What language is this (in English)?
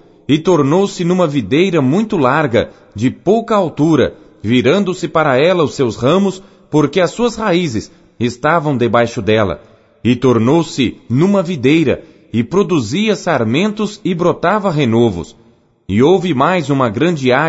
Portuguese